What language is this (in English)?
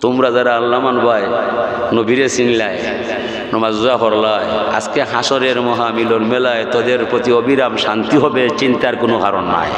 Sylheti